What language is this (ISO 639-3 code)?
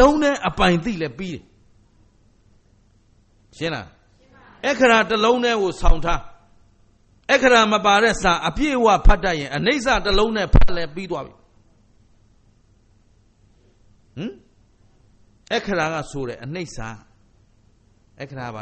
mya